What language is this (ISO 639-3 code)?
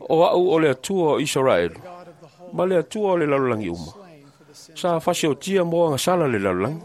smo